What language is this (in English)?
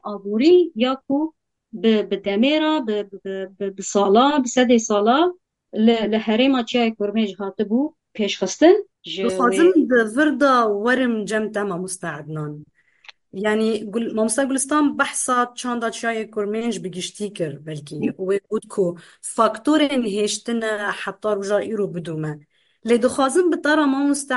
Kurdish